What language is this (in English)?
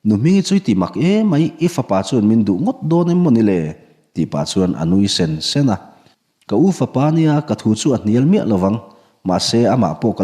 Mizo